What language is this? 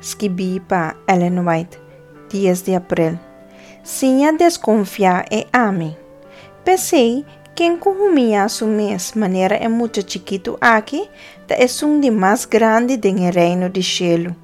Papiamento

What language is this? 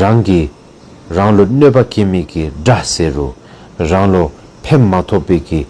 Dzongkha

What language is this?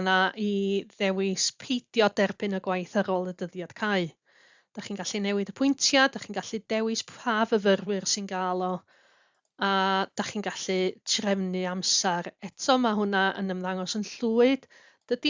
Welsh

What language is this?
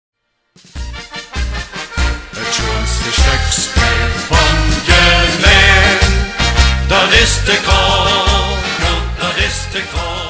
Limburgish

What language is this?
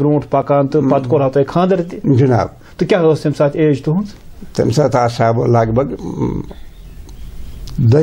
Kashmiri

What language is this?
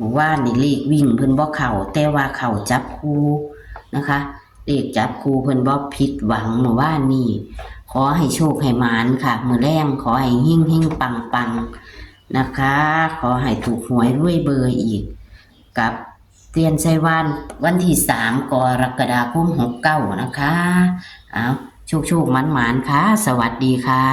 Northeastern Thai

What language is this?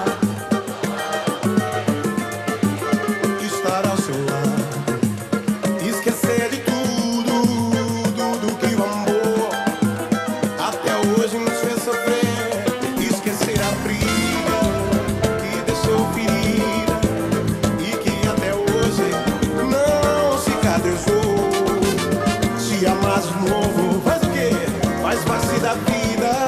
Portuguese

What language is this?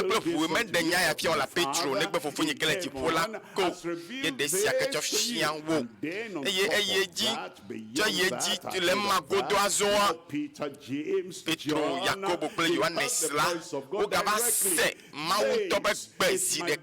Ewe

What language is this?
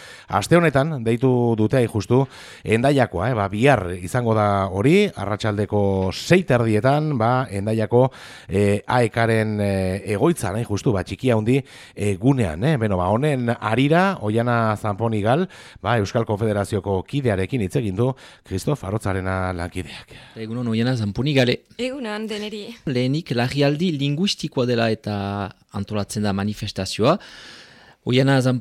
Basque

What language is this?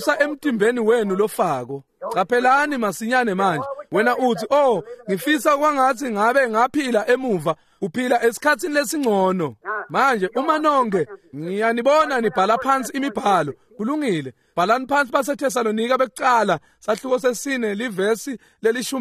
Swati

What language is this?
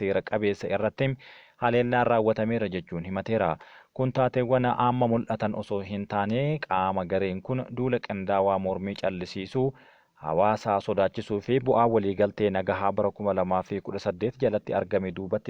Oromo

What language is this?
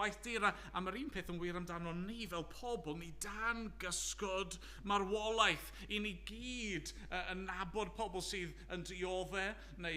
Welsh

